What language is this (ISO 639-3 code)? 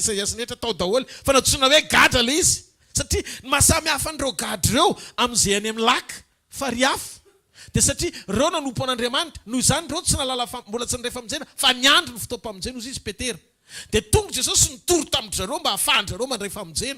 mlg